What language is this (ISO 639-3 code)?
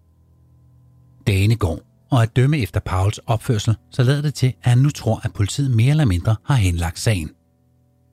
dan